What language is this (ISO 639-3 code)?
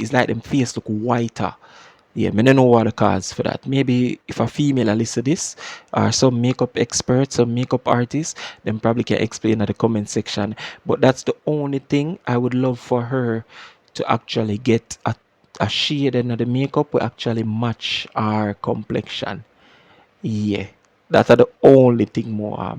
jam